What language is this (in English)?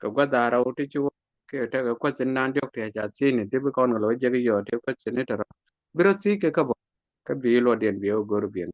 Nuer